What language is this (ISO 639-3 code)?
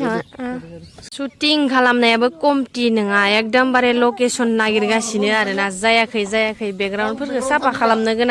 brx